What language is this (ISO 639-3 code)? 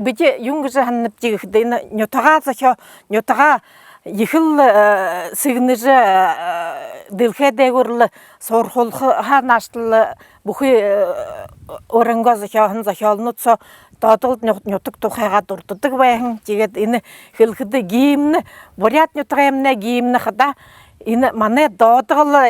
bua